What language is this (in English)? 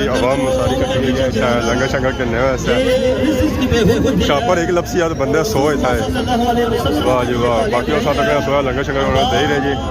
Pahari-Potwari